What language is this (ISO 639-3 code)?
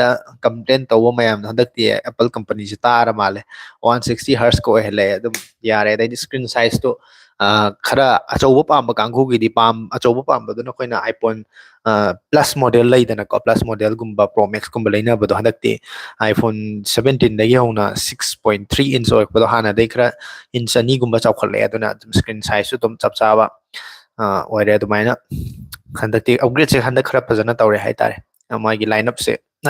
mni